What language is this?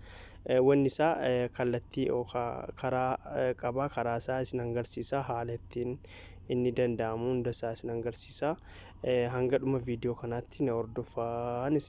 Oromo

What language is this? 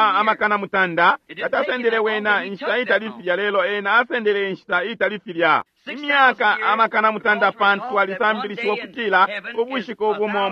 Bemba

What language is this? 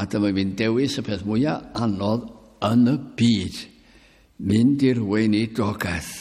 Welsh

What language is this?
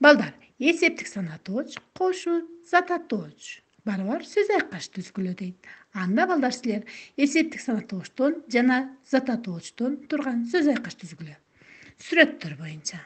Kyrgyz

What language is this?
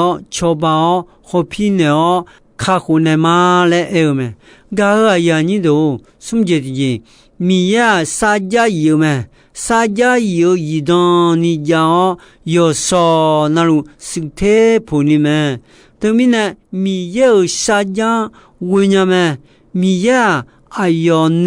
Akha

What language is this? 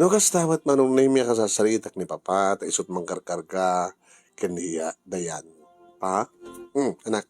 Iloko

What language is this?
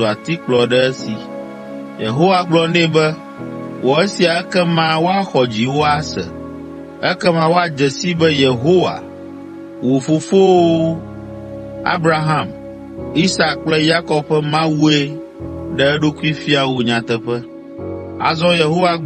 Ewe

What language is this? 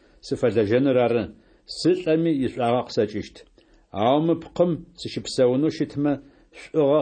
Adyghe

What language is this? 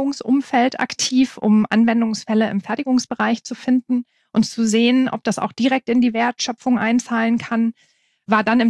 German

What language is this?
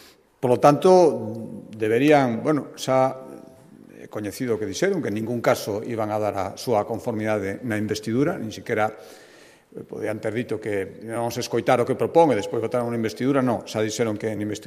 Galician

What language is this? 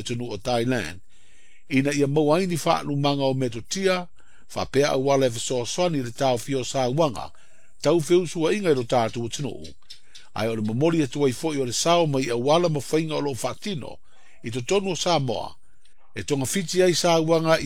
Samoan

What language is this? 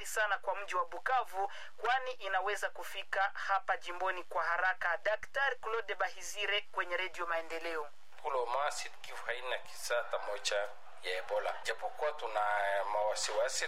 Swahili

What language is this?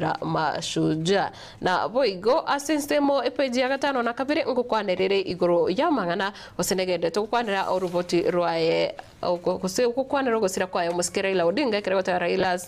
Gusii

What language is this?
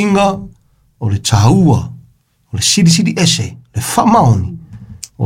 Samoan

